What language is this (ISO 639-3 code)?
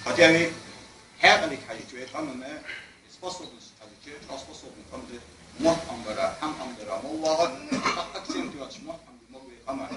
inh